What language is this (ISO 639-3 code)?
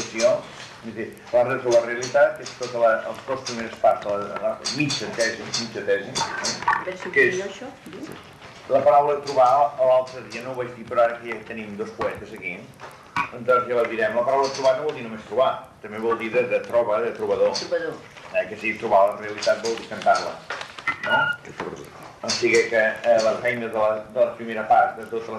cat